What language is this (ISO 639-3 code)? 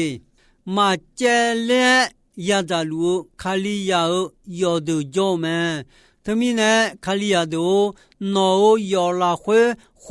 ahk